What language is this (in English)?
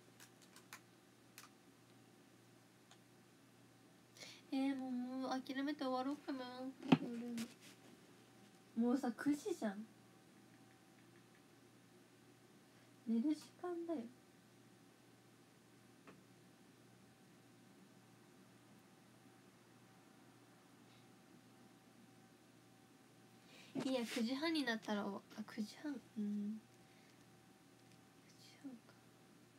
Japanese